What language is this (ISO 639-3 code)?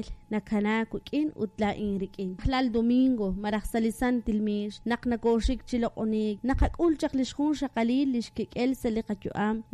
kek